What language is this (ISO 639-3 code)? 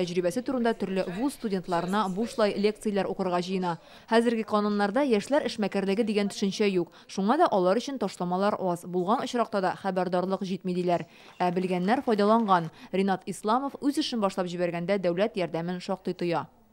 tat